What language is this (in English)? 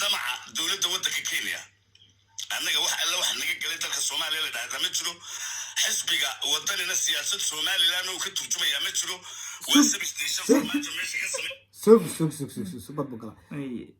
Somali